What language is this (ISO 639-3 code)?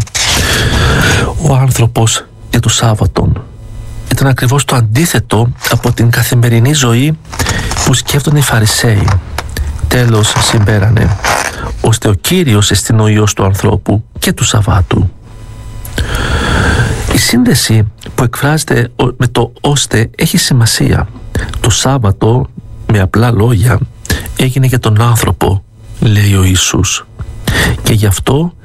ell